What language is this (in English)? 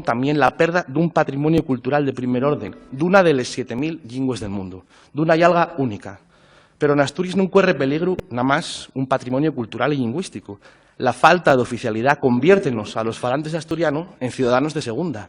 Asturian